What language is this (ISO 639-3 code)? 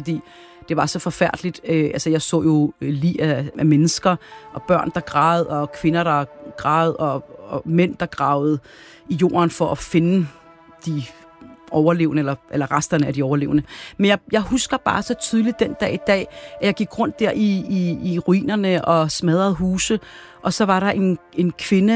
dan